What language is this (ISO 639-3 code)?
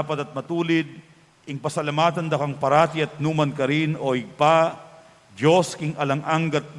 pam